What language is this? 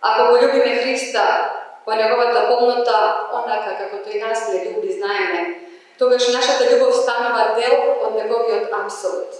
Macedonian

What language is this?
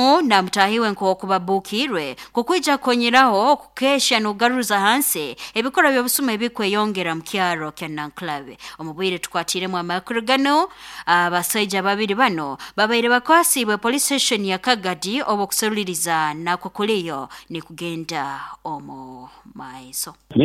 Nyoro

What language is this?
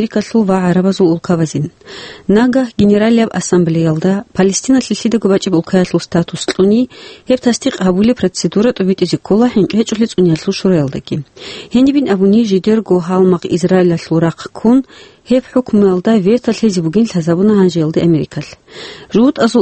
Avaric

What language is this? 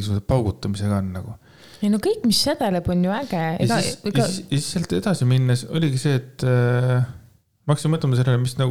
Estonian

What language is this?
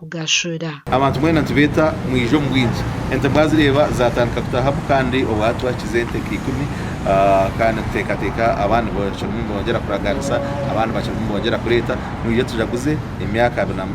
Nyankole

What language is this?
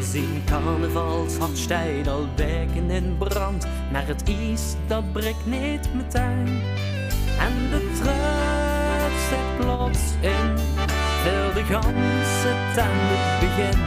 Limburgish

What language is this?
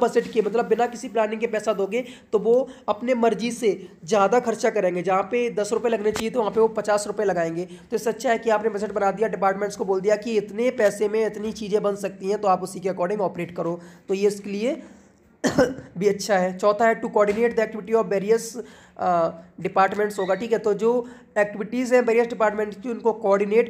Hindi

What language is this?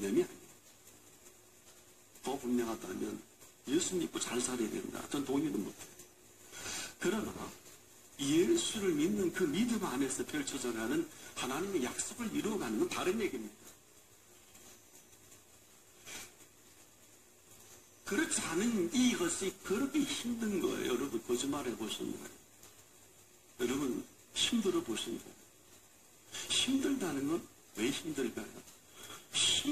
Korean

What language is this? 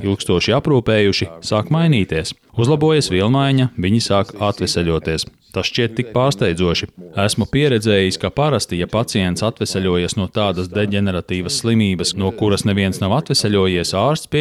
Latvian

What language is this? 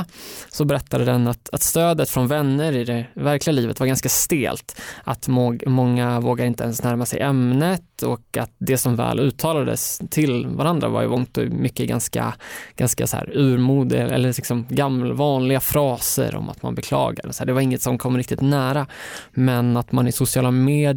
Swedish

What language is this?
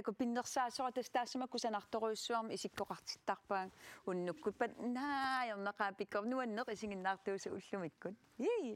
Kalaallisut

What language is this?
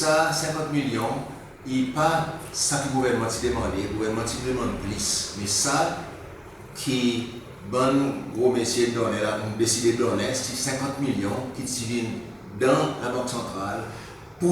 Seselwa Creole French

